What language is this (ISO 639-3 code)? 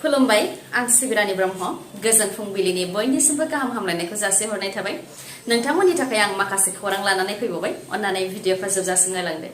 brx